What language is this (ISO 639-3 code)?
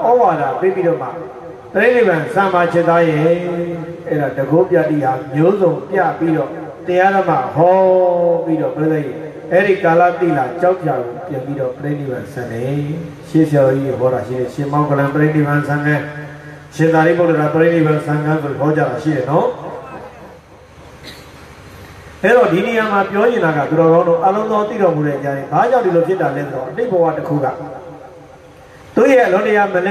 mya